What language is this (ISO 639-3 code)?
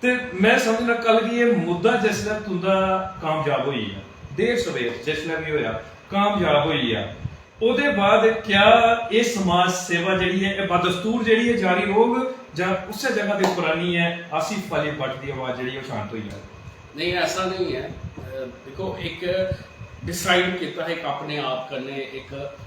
doi